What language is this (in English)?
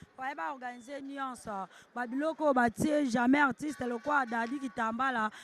Lingala